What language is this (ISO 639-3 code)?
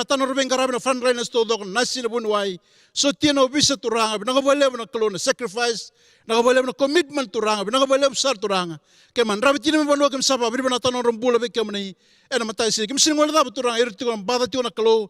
fij